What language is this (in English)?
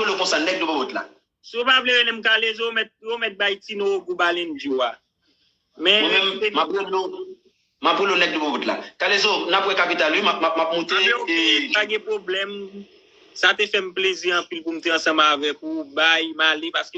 Haitian Creole